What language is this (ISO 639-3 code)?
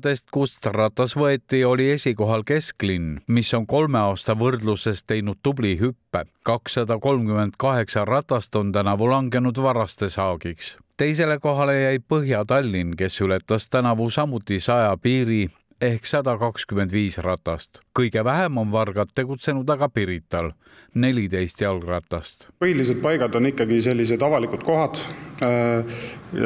est